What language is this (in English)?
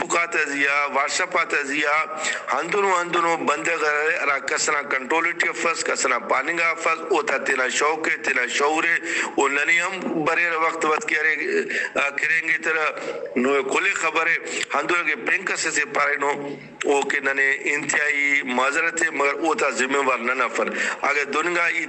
Brahui